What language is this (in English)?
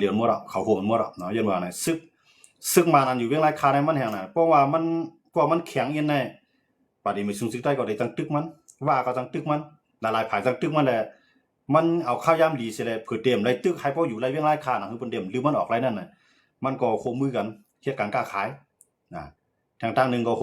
Shan